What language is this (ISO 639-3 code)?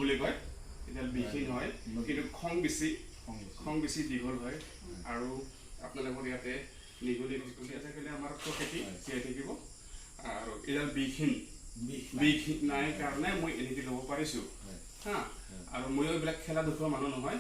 asm